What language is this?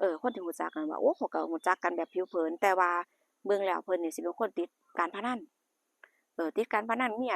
Northeastern Thai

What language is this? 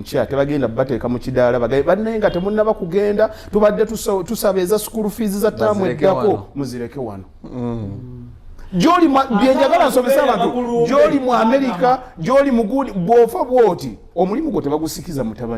Ganda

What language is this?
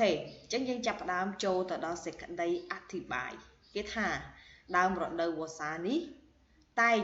Khmer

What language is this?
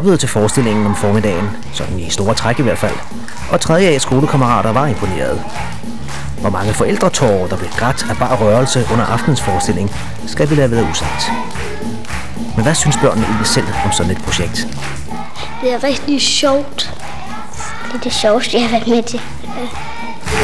Danish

